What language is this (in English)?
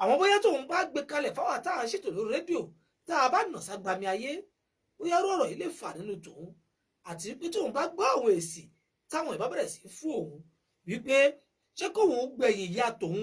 Yoruba